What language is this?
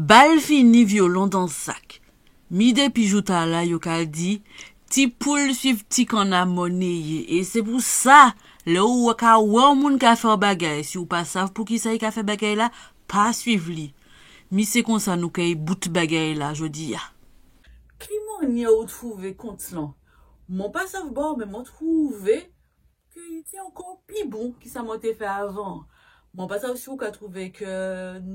Guadeloupean Creole French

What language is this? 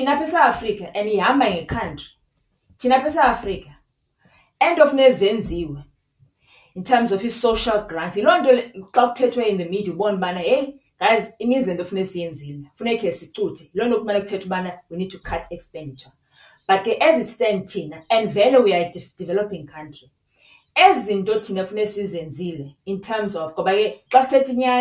Xhosa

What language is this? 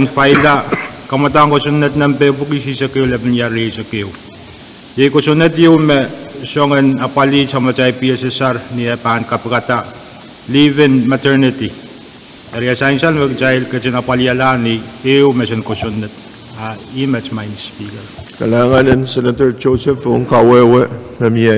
Pohnpeian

